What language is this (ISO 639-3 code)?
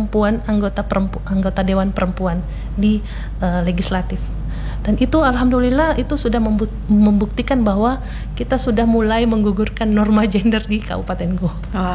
ind